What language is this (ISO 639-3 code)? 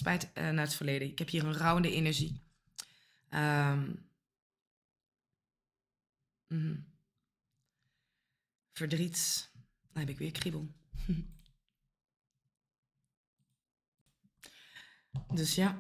nld